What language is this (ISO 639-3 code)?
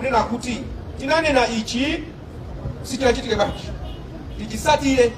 nya